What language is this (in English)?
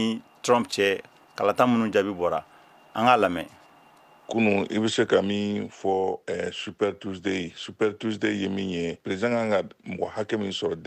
Bambara